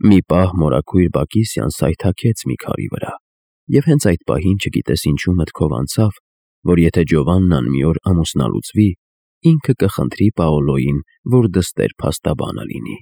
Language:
Armenian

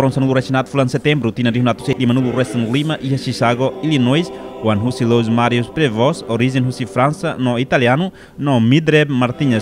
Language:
Tetum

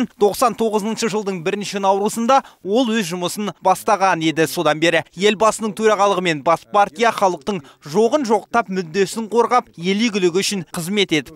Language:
Kazakh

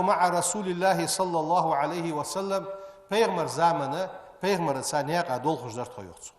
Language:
Ingush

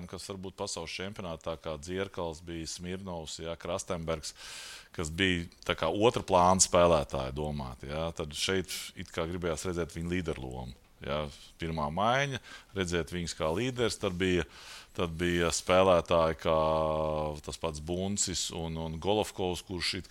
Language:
Latvian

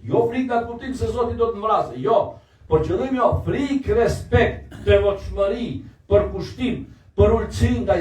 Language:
Albanian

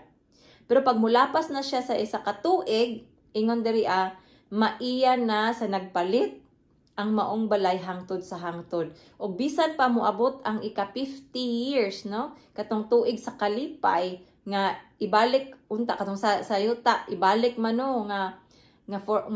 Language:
Cebuano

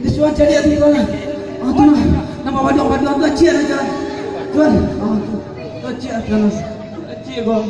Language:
Minangkabau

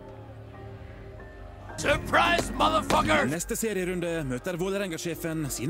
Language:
Norwegian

